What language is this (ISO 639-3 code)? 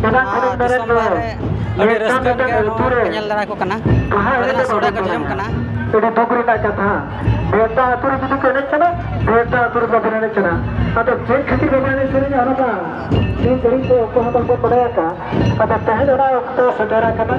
sat